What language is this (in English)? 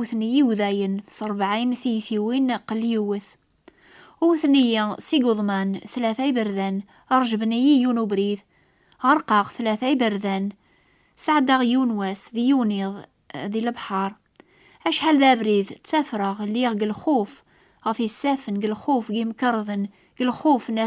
Kabyle